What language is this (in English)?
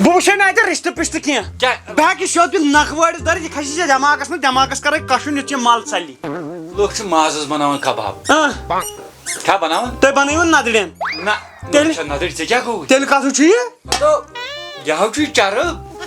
Kashmiri